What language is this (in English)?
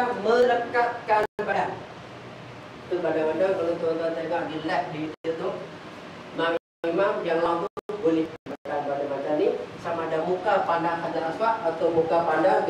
Malay